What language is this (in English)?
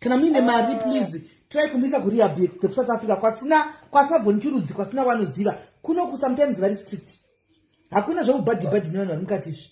Shona